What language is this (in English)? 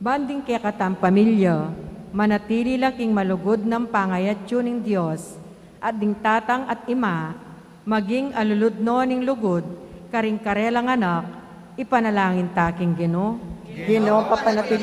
Pampanga